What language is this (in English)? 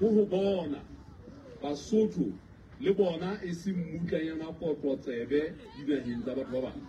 Southern Sotho